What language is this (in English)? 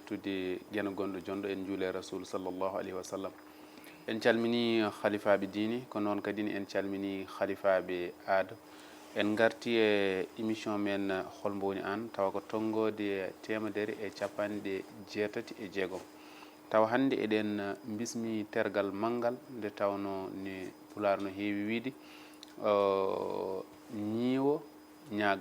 Fula